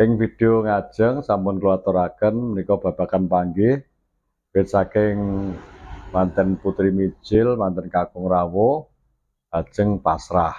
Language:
Javanese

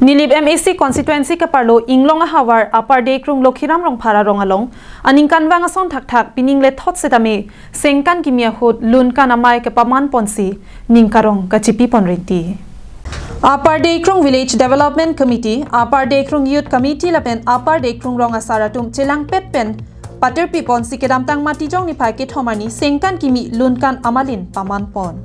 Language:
Karbi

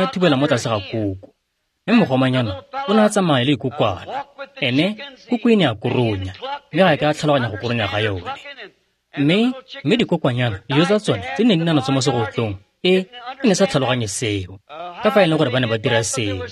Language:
Tswana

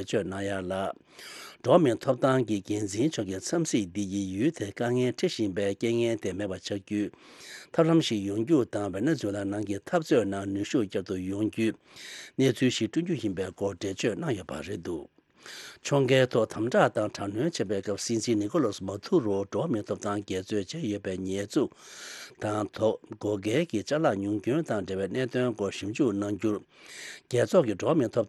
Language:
Tibetan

